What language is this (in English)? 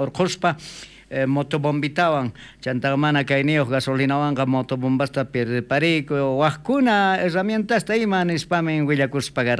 South Bolivian Quechua